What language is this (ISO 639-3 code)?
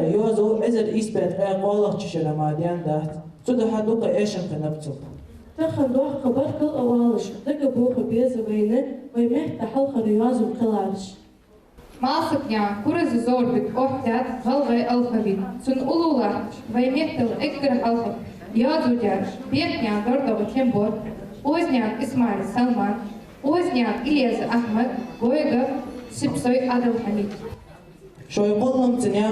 inh